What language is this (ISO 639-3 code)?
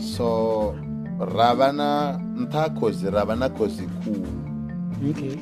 ven